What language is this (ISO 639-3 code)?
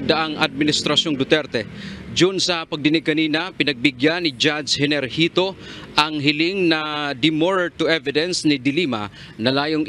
fil